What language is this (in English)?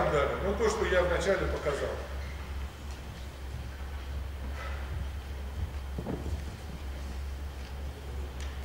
Russian